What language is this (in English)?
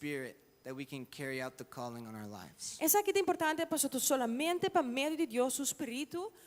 Papiamento